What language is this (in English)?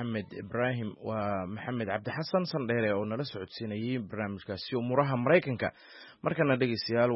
Somali